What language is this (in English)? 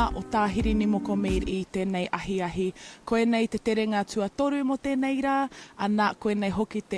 Māori